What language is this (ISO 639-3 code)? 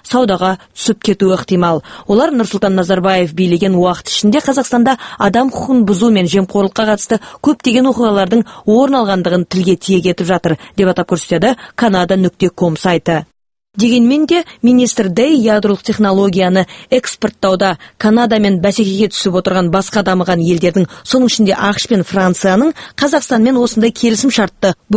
kaz